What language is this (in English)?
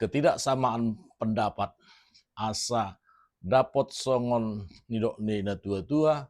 Batak Toba